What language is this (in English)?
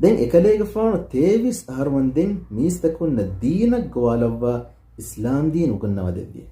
Divehi